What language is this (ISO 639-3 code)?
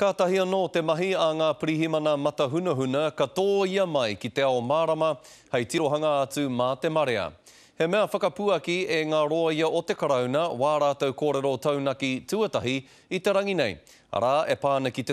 mri